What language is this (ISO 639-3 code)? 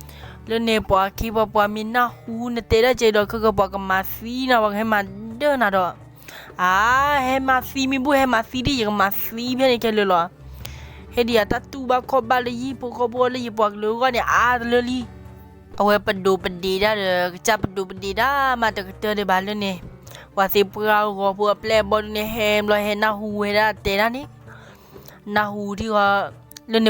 ksw